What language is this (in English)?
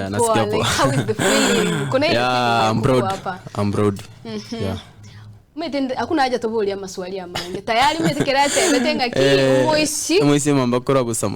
Gusii